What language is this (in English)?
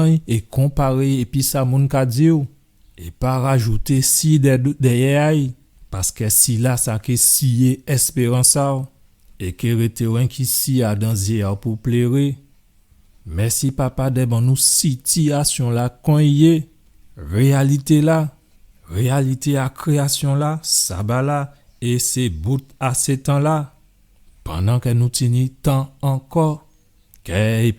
Guadeloupean Creole French